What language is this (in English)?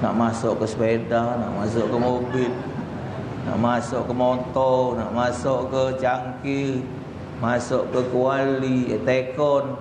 Musi